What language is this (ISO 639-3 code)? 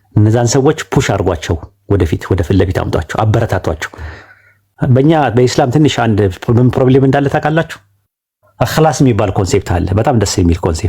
amh